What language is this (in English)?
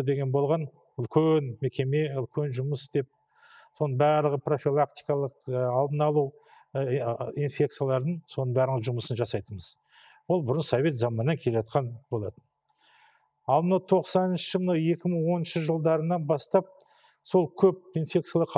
Kazakh